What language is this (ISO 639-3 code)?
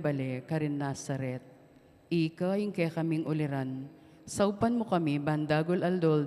pam